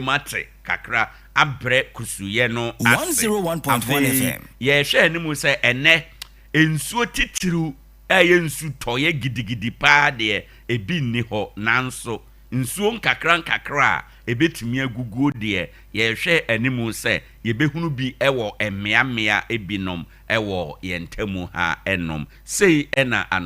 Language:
Akan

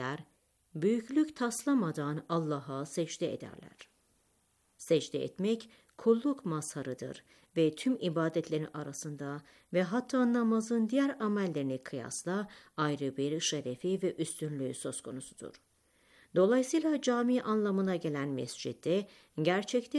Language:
Turkish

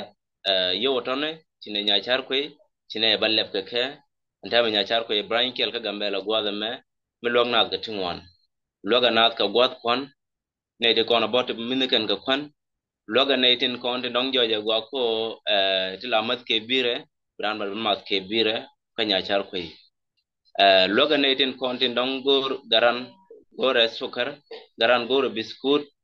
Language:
Nuer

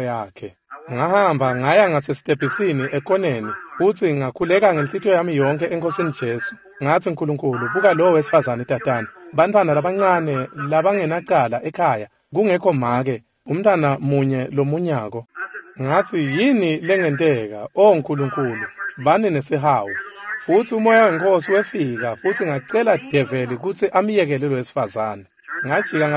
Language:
Swati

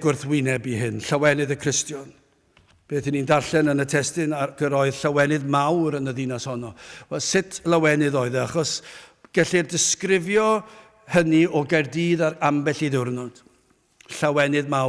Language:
Welsh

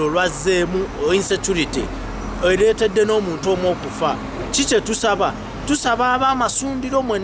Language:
Ganda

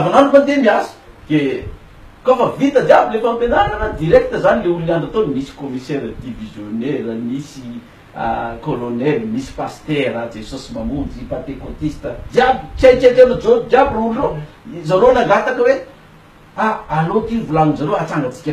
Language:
Malagasy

